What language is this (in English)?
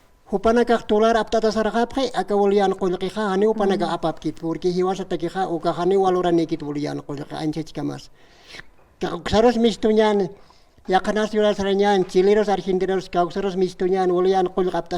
Aymara